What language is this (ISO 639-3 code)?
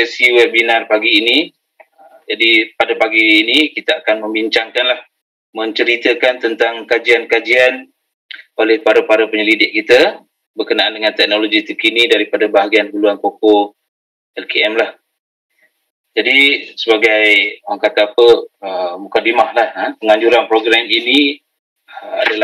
msa